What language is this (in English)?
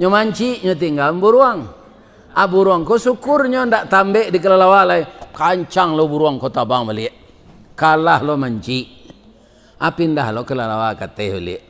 Minangkabau